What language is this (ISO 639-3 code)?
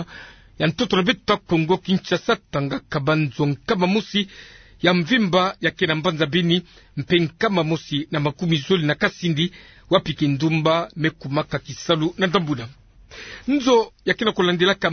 ktu